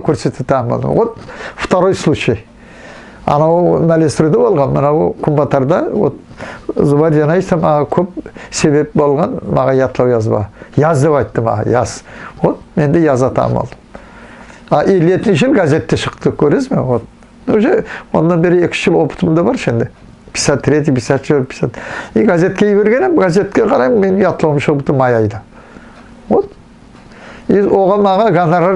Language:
Nogai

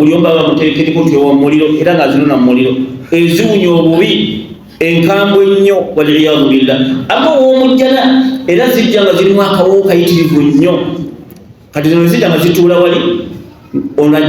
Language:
Ganda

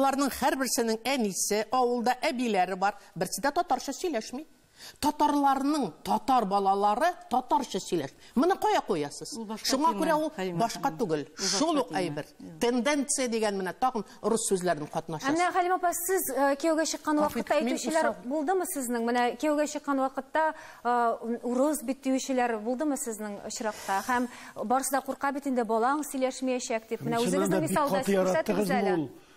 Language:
Tatar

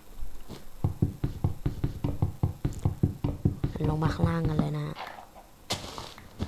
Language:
Thai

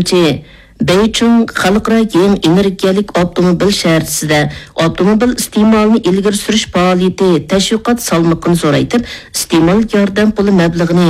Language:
Uyghur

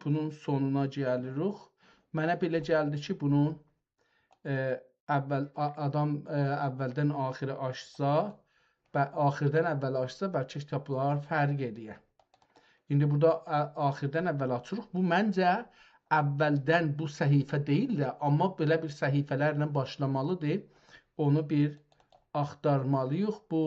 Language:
South Azerbaijani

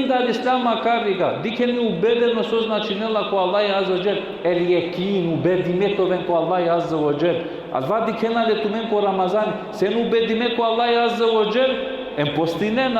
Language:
Balkan Romani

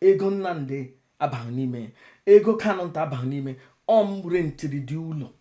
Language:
Igbo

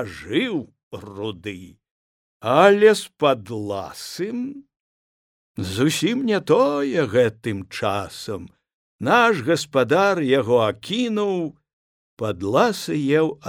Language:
Belarusian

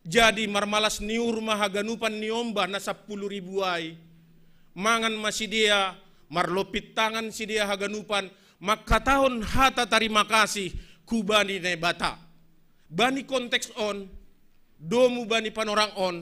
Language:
Batak Simalungun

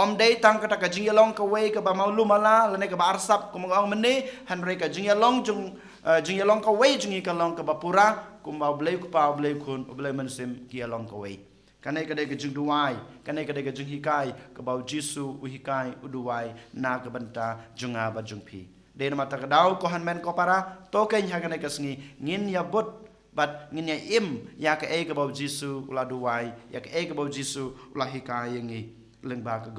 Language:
Khasi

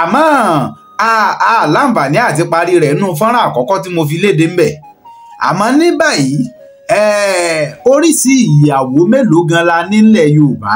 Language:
Yoruba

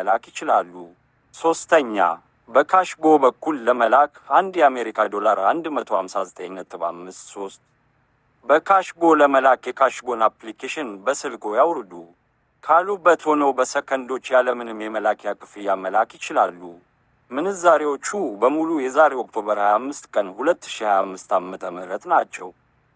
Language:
Amharic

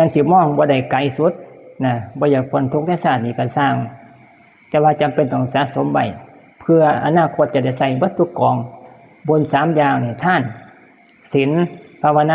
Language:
Northeastern Thai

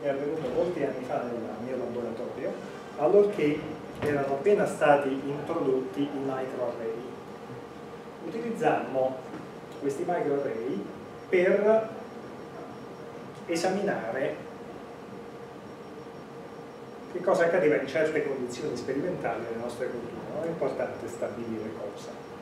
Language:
Italian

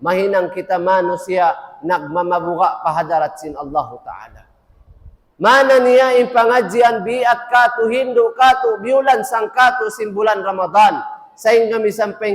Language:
Tausug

